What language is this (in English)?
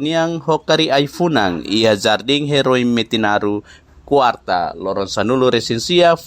Tetum